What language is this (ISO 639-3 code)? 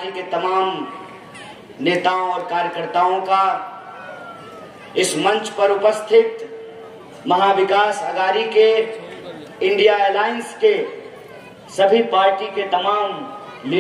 hin